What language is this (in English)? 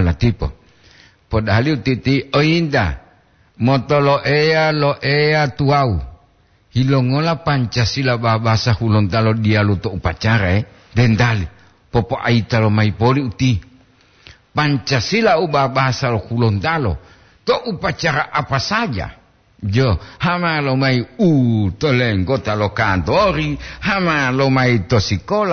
Gorontalo